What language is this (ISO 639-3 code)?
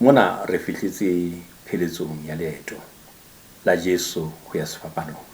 sot